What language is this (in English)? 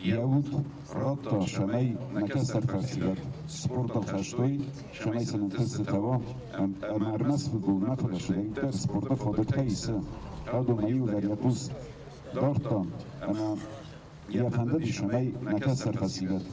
Ossetic